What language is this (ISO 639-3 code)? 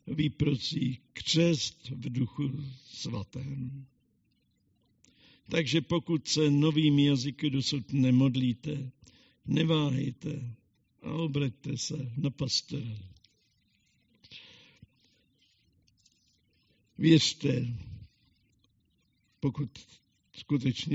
ces